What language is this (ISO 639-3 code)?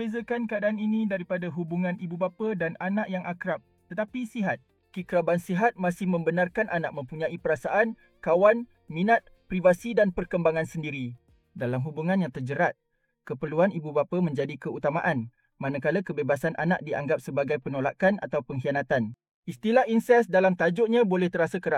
msa